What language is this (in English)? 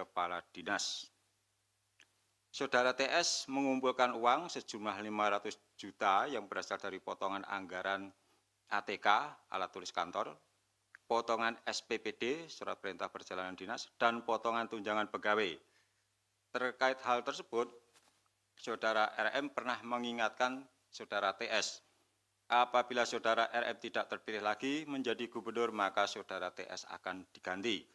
Indonesian